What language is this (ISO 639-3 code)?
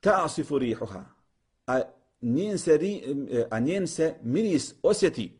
bos